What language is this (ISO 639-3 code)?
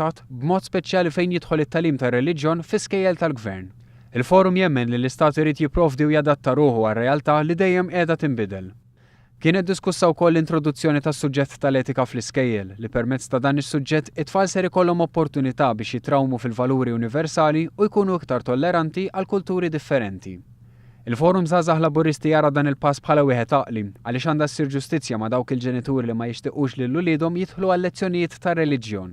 mlt